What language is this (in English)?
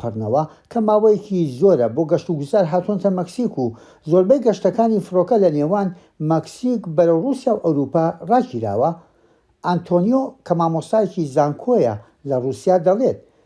Central Kurdish